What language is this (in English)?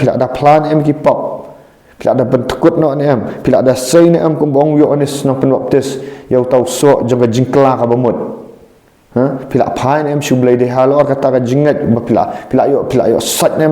Khasi